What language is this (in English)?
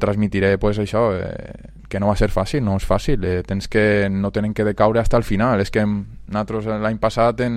Catalan